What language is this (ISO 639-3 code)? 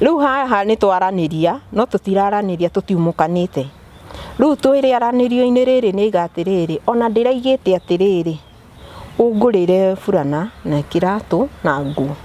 kik